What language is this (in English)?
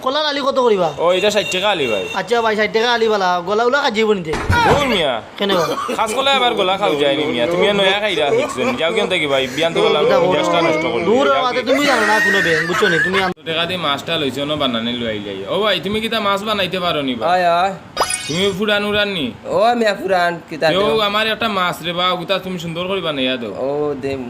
Sylheti